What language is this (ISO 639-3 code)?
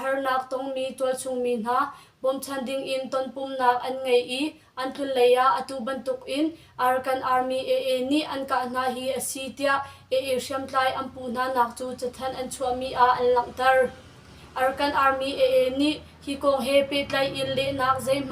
cnh